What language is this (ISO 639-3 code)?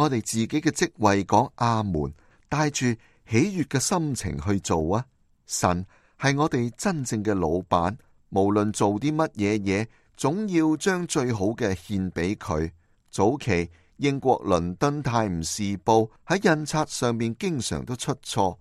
yue